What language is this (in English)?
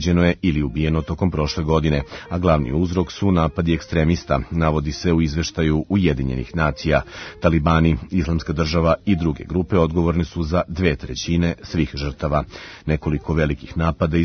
Serbian